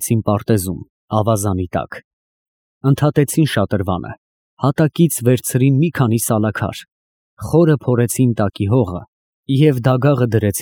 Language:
Armenian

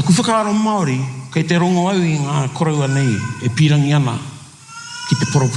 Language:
Māori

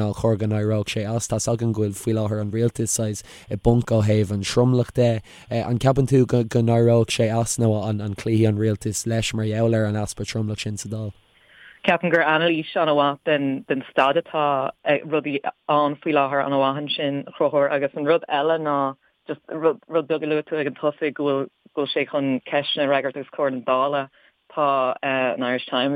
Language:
Irish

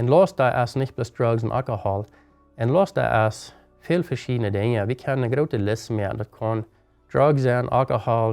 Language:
Plautdietsch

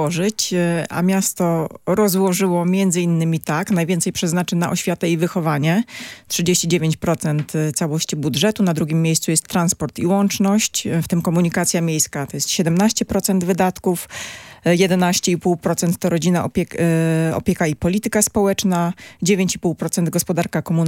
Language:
Polish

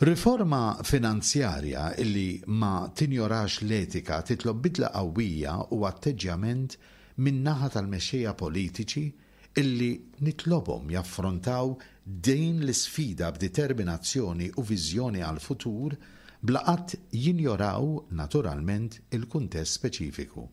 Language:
Maltese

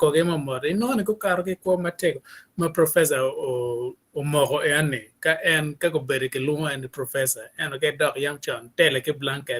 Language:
Acoli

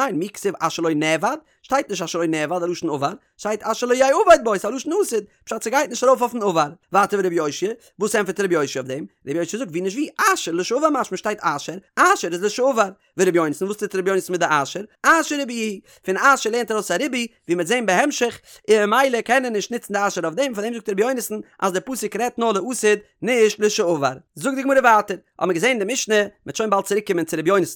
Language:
Yiddish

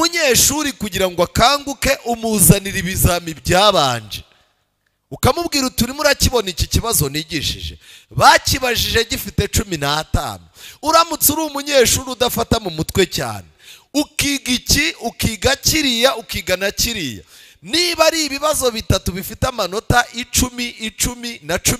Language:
Kinyarwanda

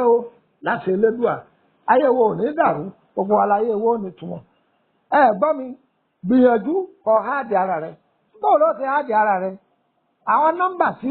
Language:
Yoruba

